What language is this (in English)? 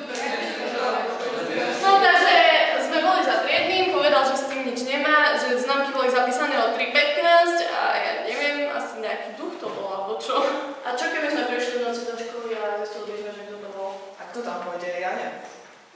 Slovak